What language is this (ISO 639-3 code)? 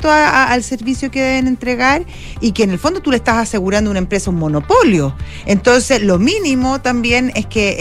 spa